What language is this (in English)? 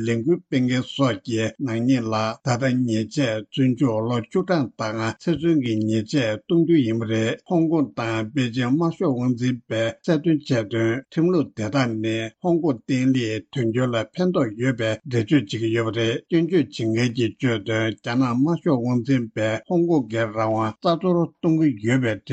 Tibetan